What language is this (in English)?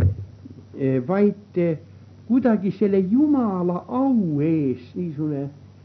Estonian